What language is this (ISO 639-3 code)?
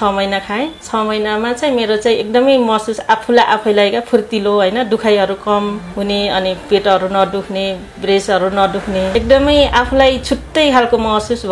nep